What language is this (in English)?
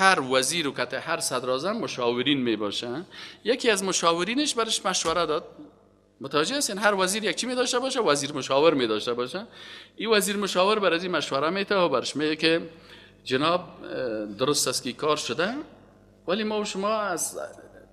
Persian